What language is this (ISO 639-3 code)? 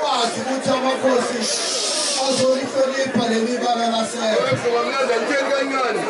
zul